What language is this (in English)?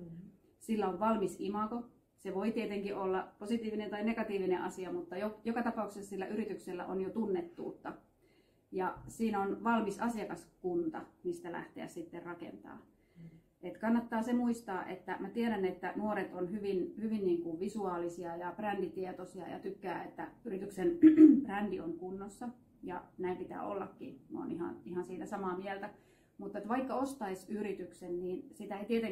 Finnish